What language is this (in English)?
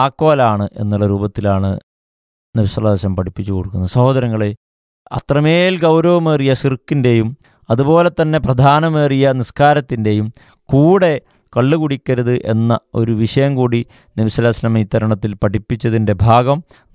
Malayalam